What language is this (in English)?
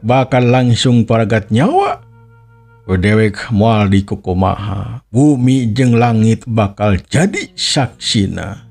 Sundanese